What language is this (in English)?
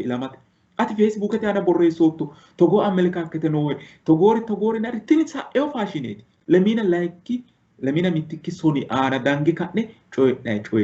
Sidamo